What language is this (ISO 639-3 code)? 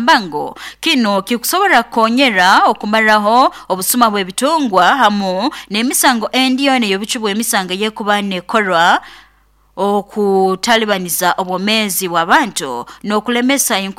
nyo